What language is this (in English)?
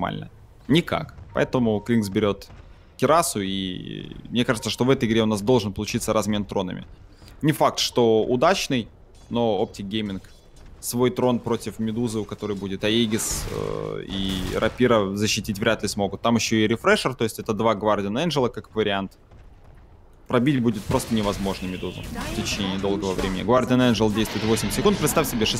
Russian